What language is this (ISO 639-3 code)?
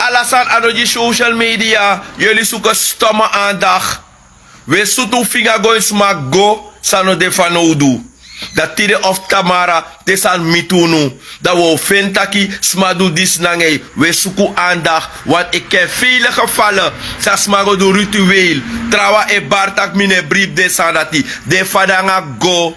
srn